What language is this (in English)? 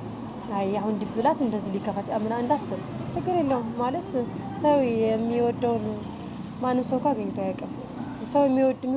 Amharic